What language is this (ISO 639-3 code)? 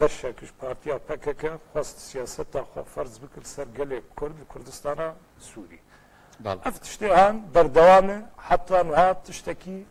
kur